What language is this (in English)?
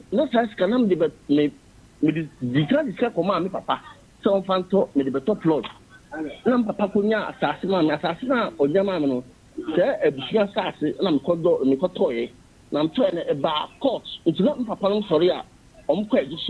Akan